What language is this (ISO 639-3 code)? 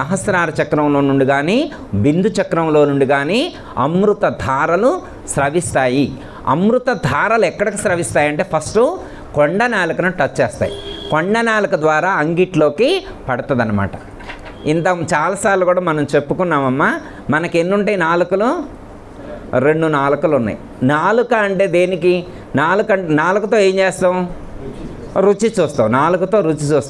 tel